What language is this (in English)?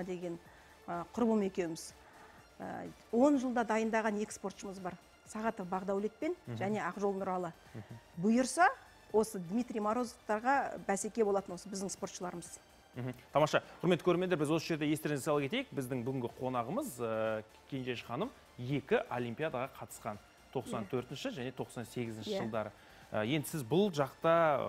Kazakh